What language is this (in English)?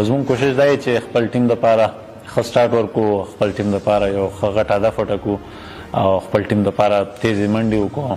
Pashto